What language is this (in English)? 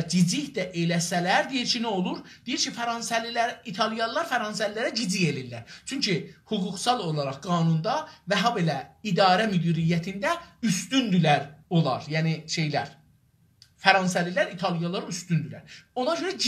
South Azerbaijani